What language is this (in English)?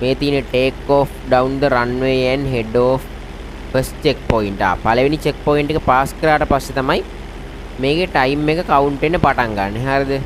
Sinhala